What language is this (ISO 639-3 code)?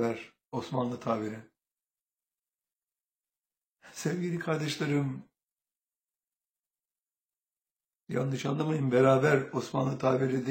tur